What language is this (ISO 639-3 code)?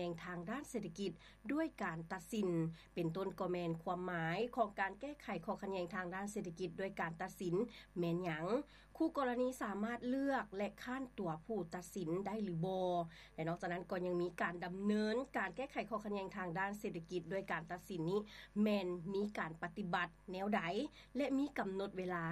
lao